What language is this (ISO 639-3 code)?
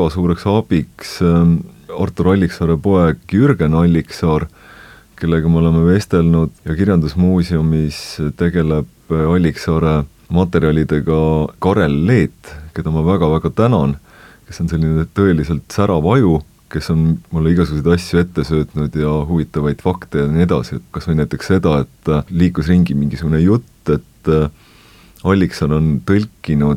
est